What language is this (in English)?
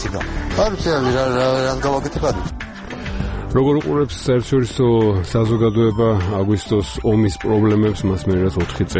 Georgian